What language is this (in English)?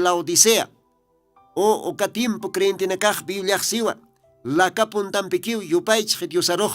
Aymara